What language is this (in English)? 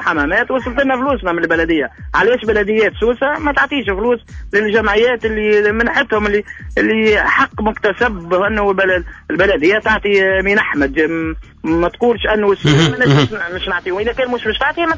Tunisian Arabic